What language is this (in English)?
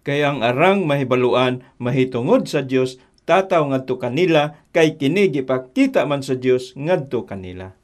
Cebuano